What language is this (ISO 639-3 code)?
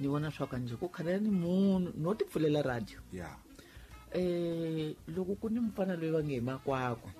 tso